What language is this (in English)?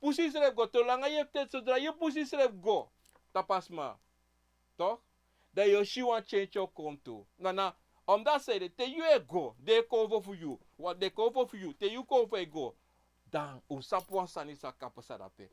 Sranan Tongo